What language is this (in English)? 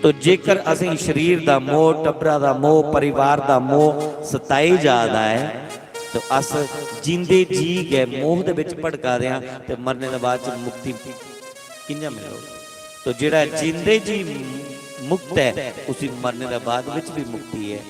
Dogri